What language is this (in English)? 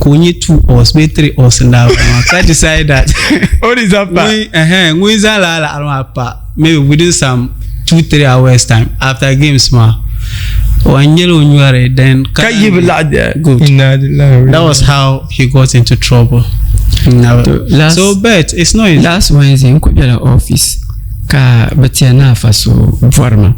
Dagbani